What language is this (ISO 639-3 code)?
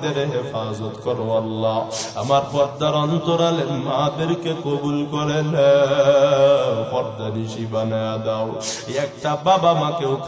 ben